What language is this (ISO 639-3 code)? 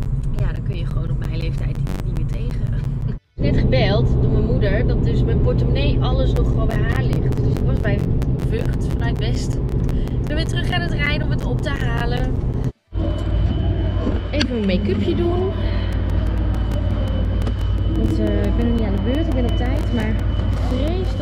nld